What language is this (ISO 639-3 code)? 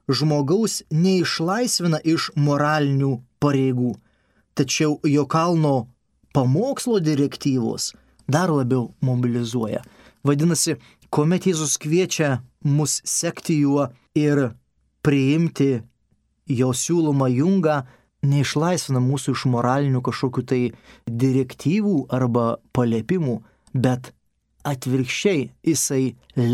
lit